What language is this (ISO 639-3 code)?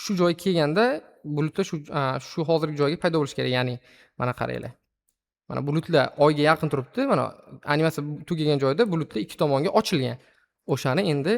uzb